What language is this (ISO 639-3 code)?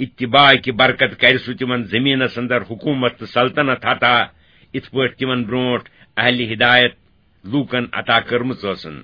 kas